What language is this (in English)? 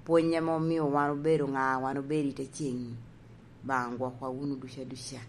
Lango (Uganda)